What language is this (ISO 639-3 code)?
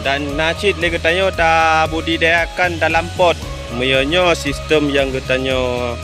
ace